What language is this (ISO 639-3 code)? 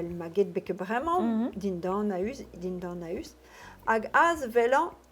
bre